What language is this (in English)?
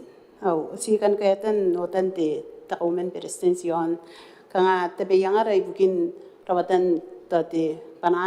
Gilbertese